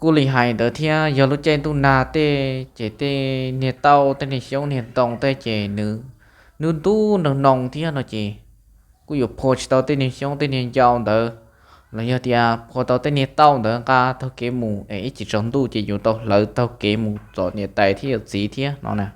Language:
Hmong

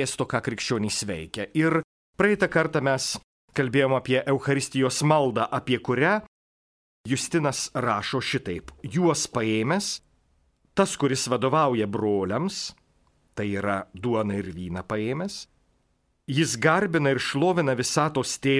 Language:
Lithuanian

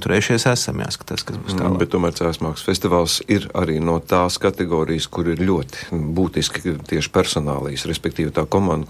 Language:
Latvian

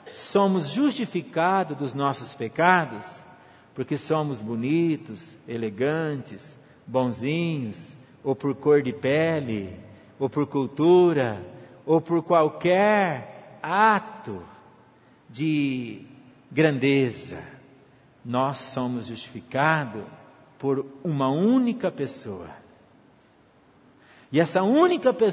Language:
Portuguese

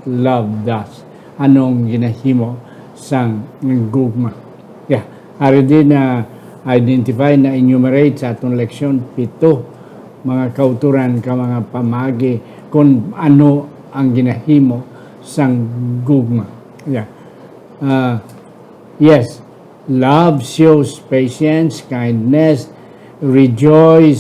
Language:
Hiligaynon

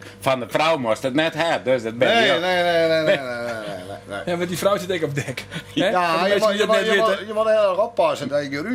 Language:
Western Frisian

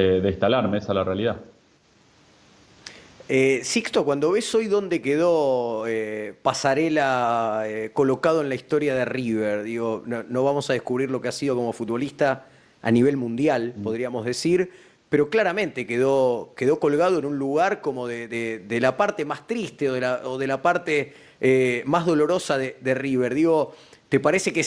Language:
Spanish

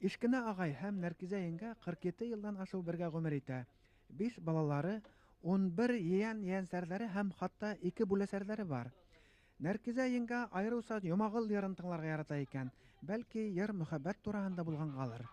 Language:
Bashkir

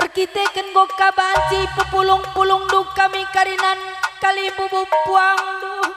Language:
Batak Karo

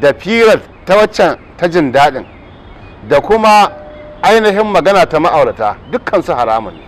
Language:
Hausa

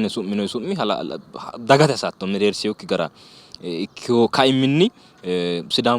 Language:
Sidamo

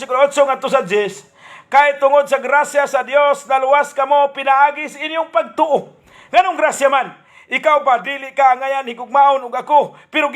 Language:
Cebuano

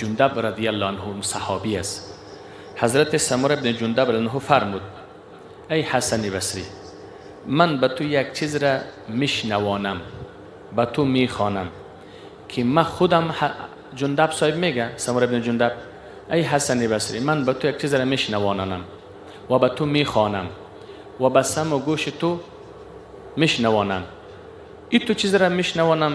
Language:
Persian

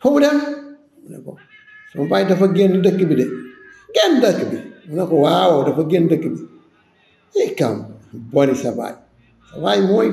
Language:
Wolof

